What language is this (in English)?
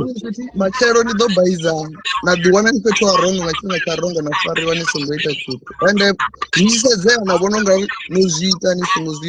Venda